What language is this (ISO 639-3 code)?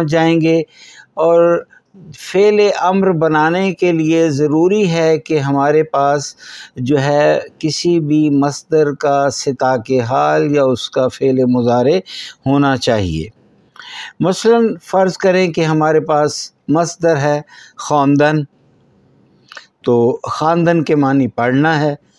urd